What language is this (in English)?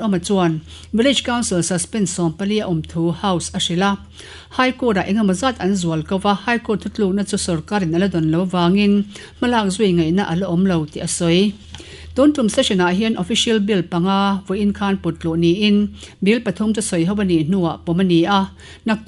Mizo